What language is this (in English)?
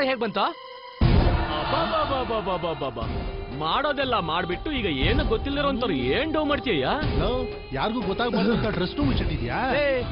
Kannada